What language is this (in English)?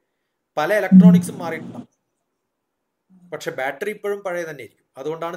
Malayalam